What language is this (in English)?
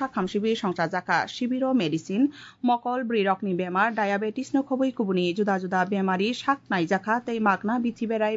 Kok Borok